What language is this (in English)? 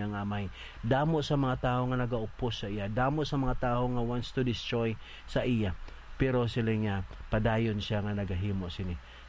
Hiligaynon